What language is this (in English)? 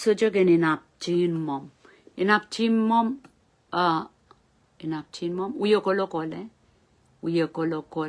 Pohnpeian